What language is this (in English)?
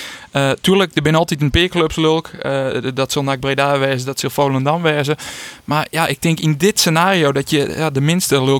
Western Frisian